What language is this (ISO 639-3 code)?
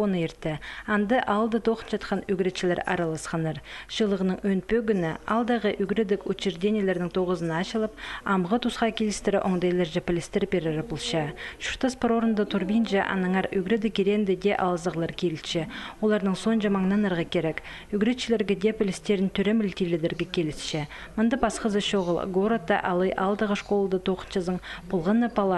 kjh